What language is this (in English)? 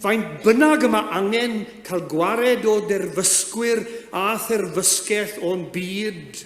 Welsh